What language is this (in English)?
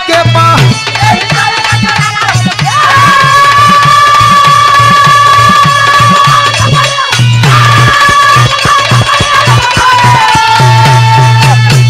Bhojpuri